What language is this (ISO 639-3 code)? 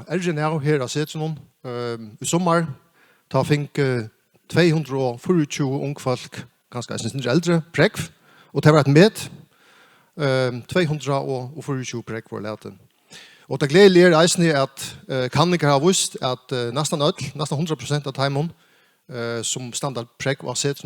fao